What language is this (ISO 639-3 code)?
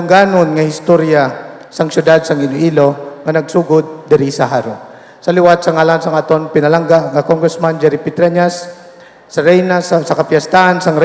hil